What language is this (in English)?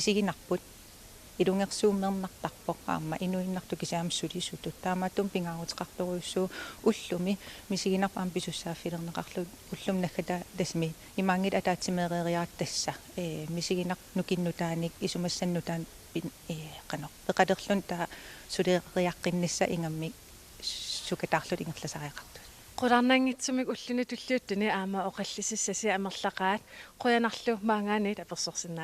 Kalaallisut